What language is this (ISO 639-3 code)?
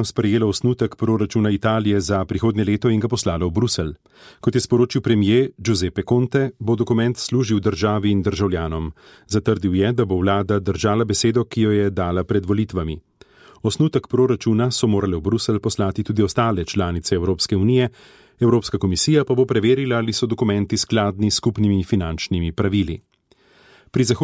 slv